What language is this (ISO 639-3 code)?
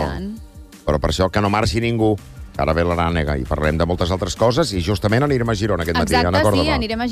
cat